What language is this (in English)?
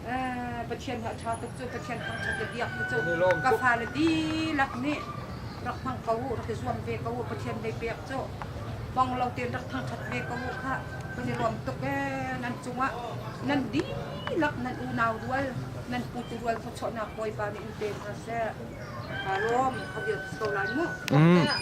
Hakha Chin